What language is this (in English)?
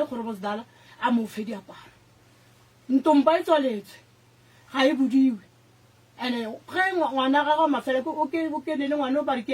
Northern Sotho